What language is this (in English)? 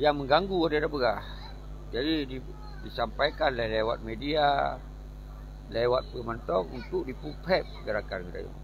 Achinese